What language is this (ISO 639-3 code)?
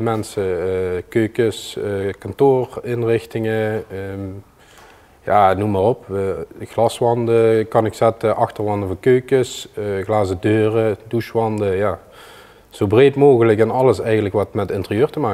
lim